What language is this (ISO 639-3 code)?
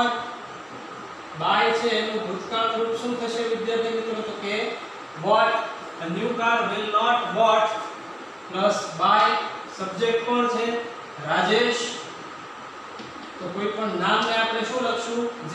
guj